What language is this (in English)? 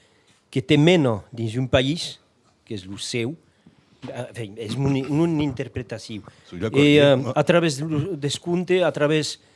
Occitan